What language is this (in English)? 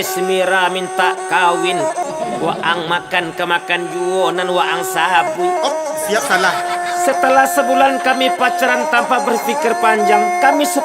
Minangkabau